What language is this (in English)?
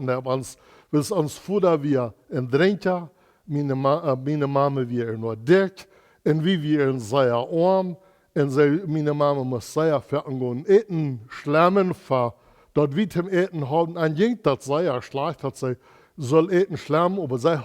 Plautdietsch